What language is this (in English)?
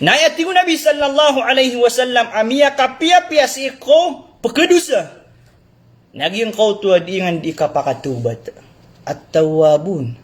Maranao